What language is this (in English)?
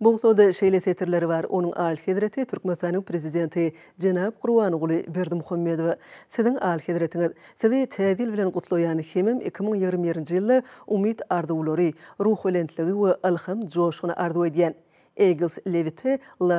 Turkmen